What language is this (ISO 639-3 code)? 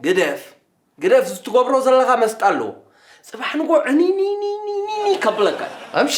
tir